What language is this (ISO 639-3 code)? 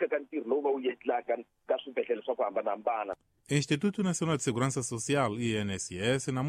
tso